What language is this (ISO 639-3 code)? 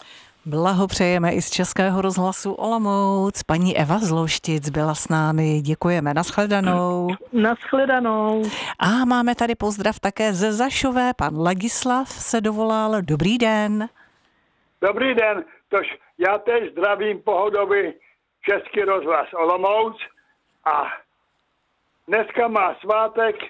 ces